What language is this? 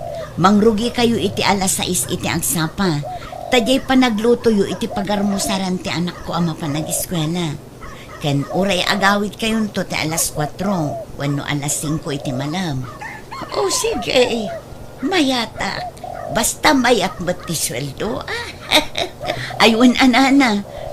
Iloko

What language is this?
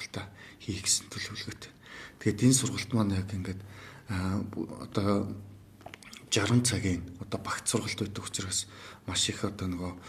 Mongolian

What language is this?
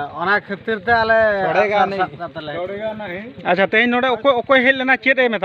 Santali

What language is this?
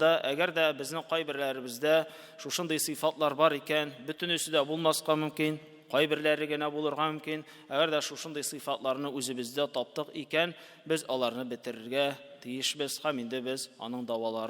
Tatar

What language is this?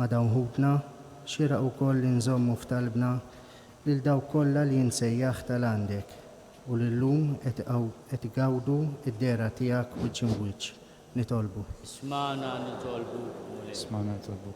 Maltese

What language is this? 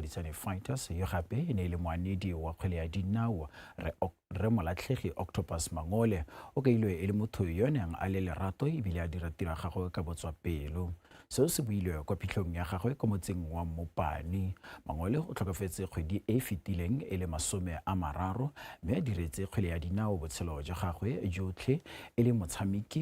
Tswana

